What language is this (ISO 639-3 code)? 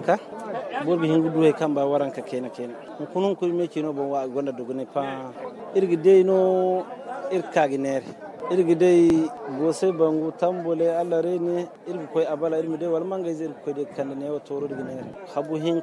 dje